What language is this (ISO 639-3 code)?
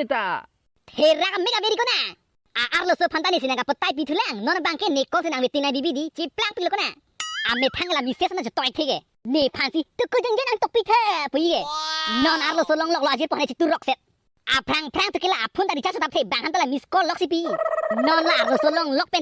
mjw